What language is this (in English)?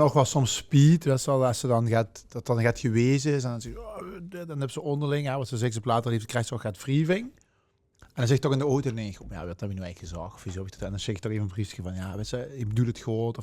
Limburgish